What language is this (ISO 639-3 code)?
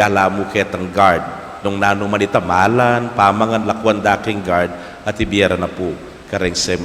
pam